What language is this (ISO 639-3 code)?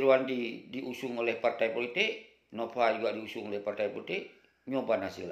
ace